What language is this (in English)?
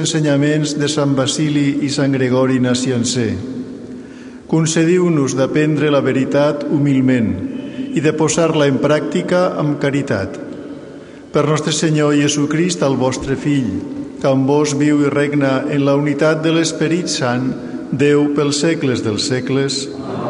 Catalan